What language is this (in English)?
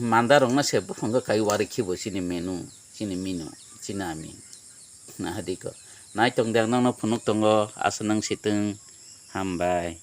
Kok Borok